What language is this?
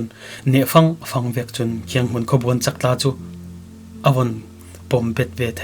Falam Chin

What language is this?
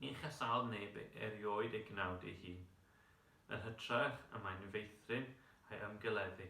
Welsh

